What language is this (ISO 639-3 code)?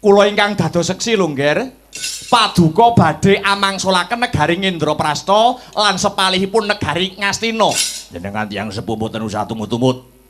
jav